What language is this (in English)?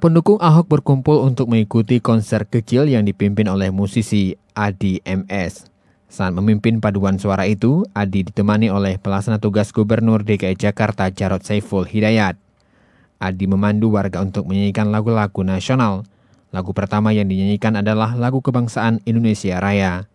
Indonesian